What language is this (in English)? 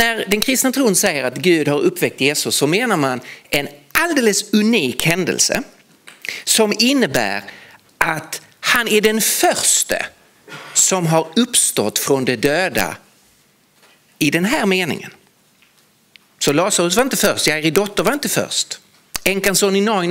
Swedish